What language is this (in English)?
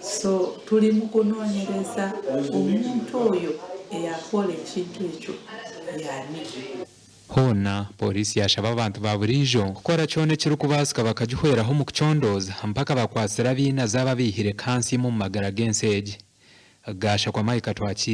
Nyankole